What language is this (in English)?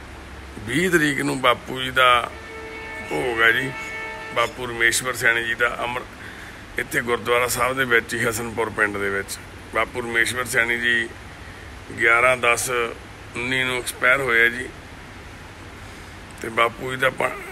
Punjabi